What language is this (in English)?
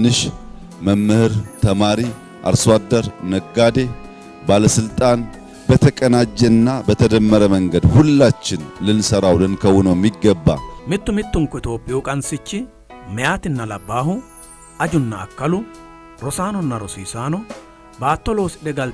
Sidamo